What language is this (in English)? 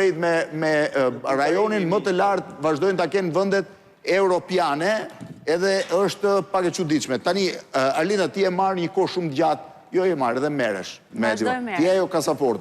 Albanian